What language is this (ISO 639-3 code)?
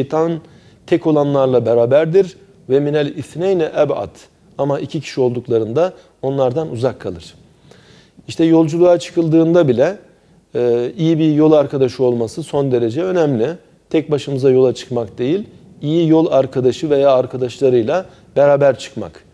tur